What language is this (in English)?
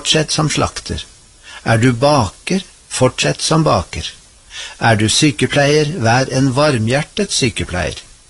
Norwegian